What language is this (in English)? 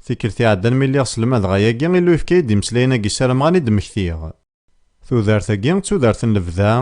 Kabyle